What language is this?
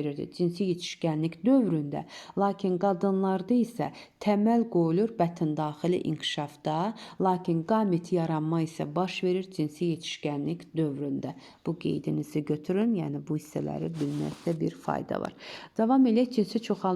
Azerbaijani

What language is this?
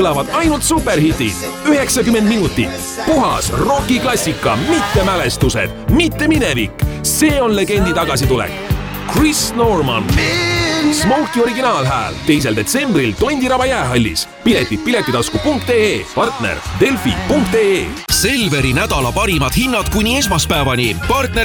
Estonian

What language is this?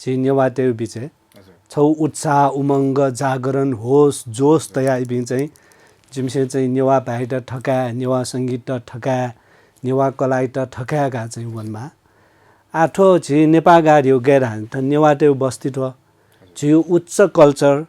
Newari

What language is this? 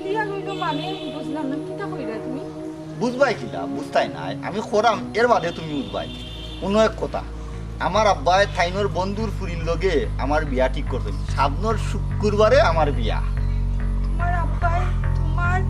Sylheti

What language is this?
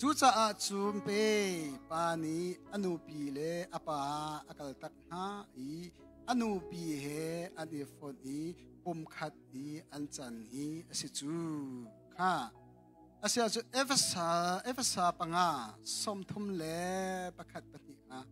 Hakha Chin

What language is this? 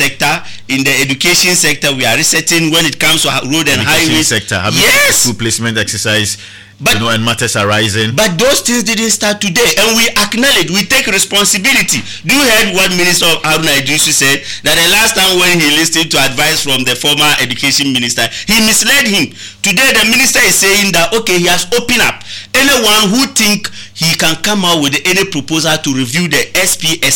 English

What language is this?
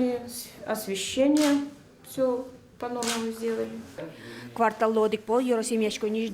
Udmurt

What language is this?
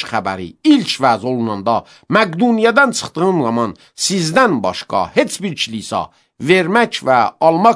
Azerbaijani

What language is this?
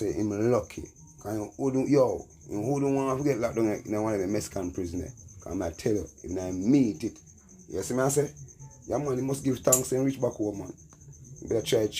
Jamaican Creole English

